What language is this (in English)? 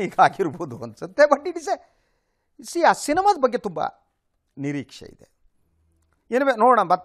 Kannada